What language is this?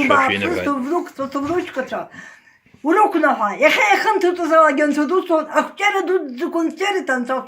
Abkhazian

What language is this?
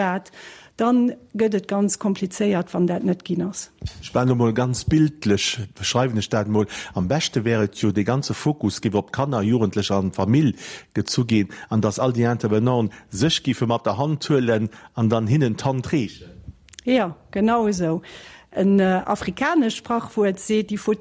Luxembourgish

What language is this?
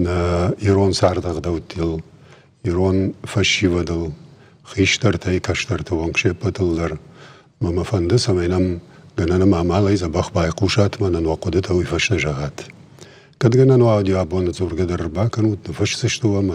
Ossetic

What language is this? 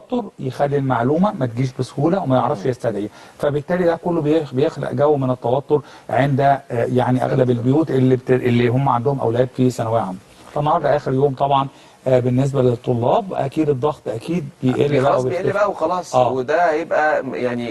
Egyptian Arabic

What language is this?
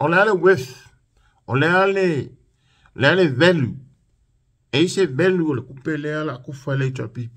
Samoan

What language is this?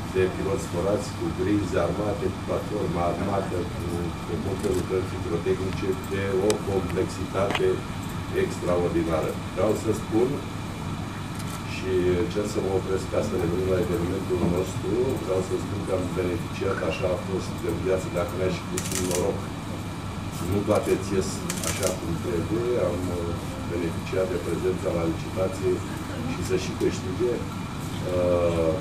Romanian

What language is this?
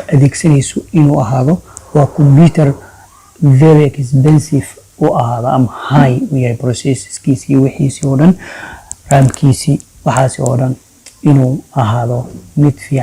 Somali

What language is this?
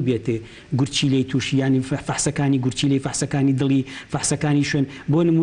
Central Kurdish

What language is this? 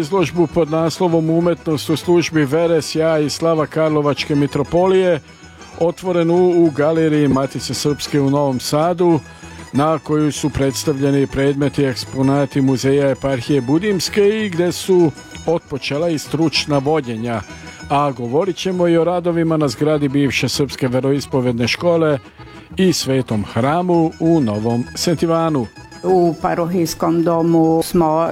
Serbian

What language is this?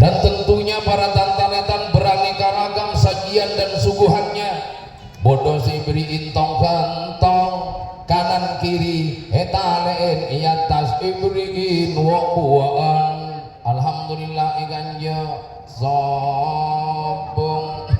Madurese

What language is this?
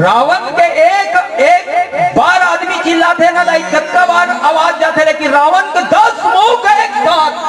Chhattisgarhi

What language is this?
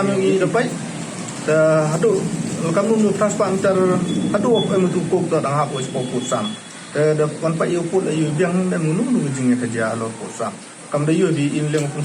Pnar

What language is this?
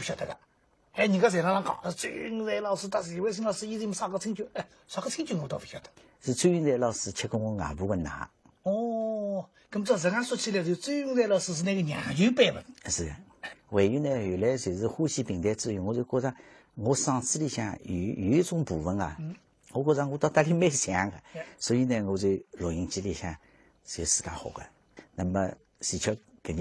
Wu Chinese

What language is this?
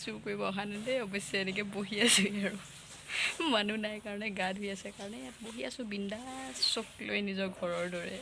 Assamese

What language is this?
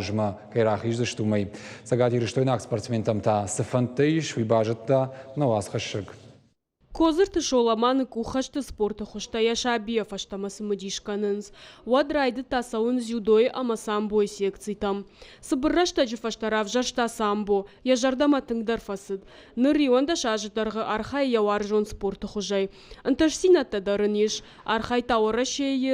Ossetic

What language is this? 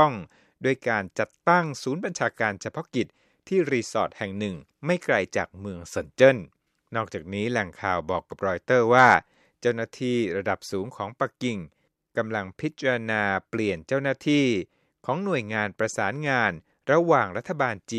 Thai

